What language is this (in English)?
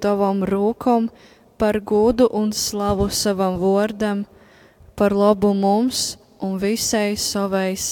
Latgalian